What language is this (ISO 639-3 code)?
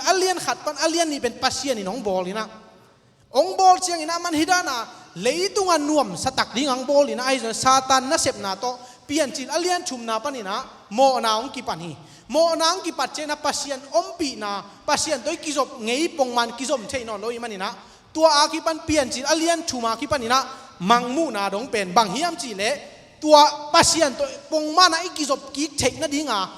ctd